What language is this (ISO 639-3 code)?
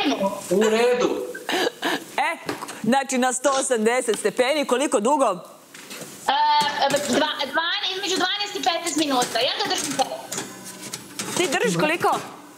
srp